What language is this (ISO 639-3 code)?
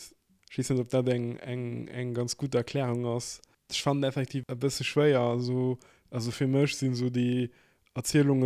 ltz